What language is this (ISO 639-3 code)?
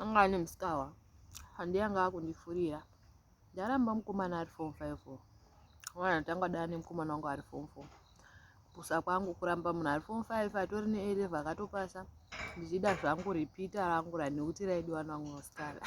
sna